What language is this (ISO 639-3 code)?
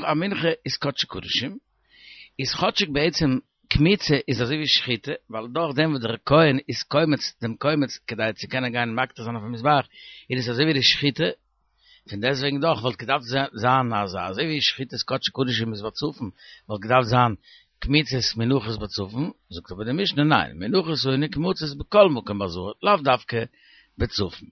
yid